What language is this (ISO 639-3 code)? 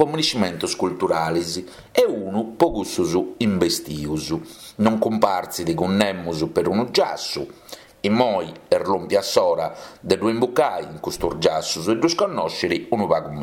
srd